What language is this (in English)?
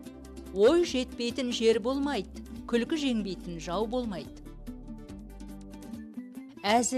Kazakh